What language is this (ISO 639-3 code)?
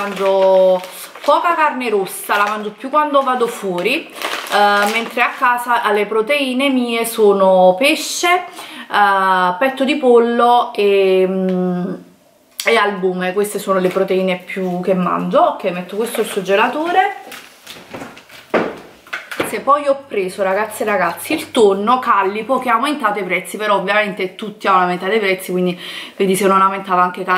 ita